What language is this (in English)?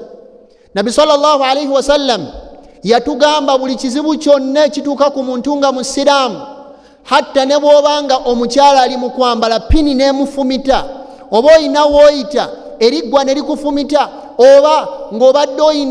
Ganda